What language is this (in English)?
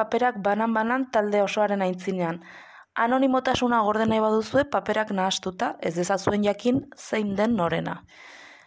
Basque